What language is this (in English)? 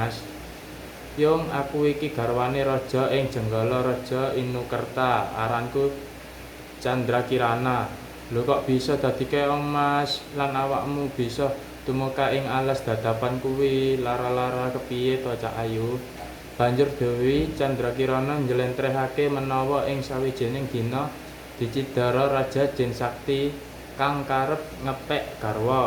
Javanese